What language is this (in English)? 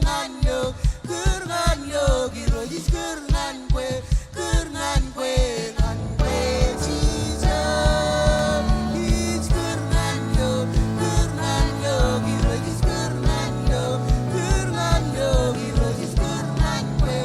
Marshallese